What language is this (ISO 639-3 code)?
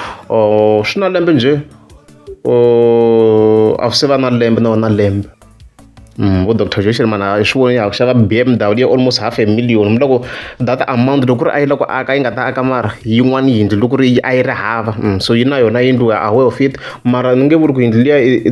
tso